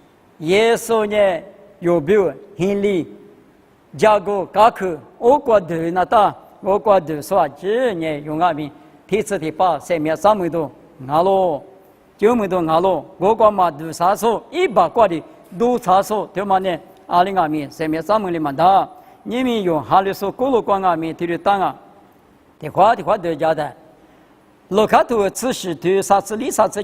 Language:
Lisu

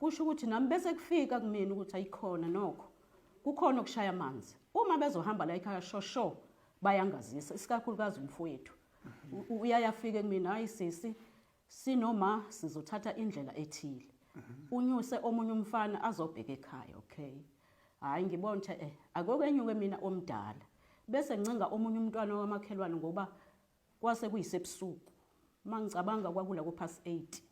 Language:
Zulu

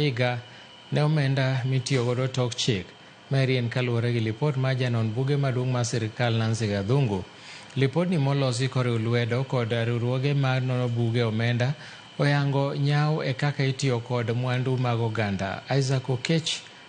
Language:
Luo (Kenya and Tanzania)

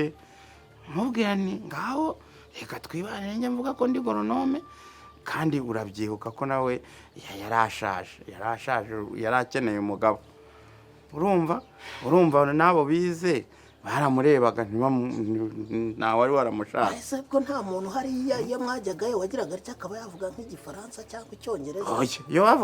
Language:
Kinyarwanda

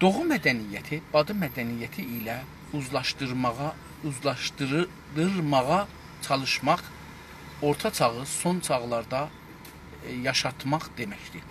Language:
South Azerbaijani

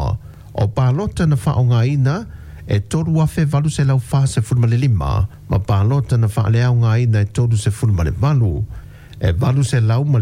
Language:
Samoan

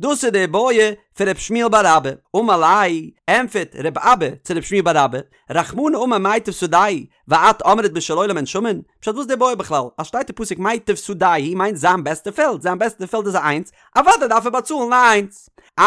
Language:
Yiddish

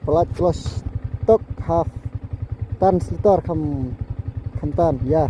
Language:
Khasi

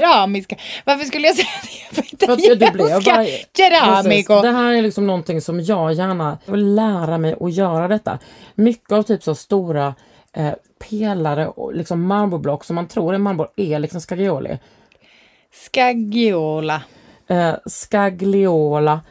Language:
Swedish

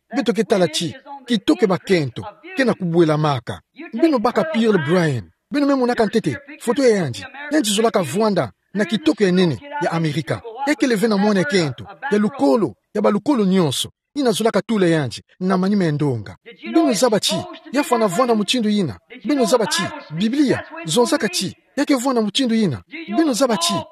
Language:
Kituba (Democratic Republic of Congo)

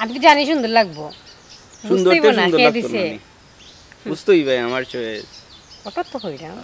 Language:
Sylheti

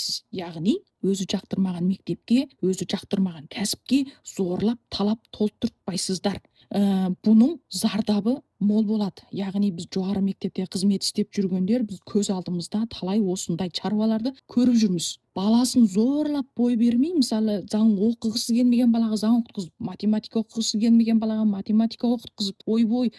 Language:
Kazakh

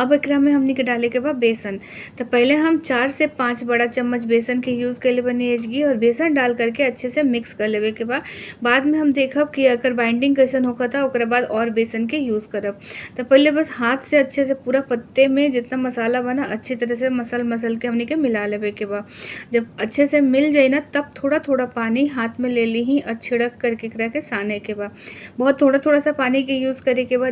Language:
Bhojpuri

